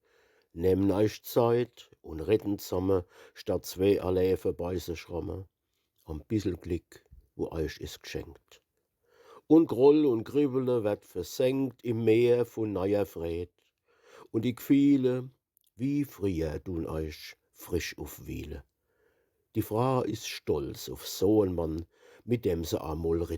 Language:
Palatine German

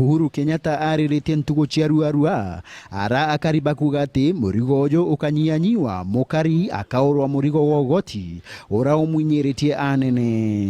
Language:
Meru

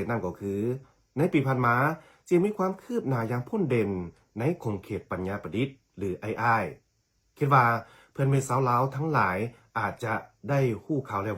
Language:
Lao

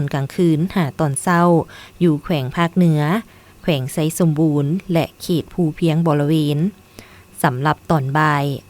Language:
Lao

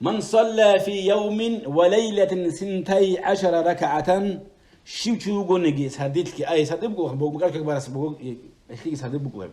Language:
Avaric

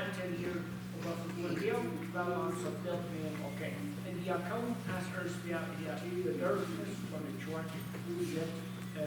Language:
Plautdietsch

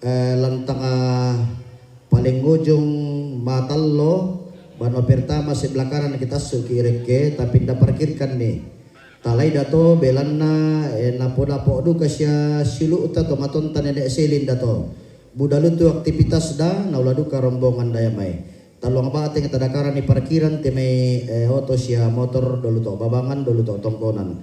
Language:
Toraja-Sa'dan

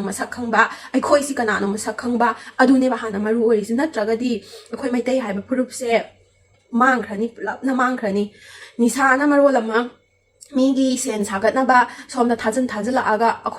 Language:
Manipuri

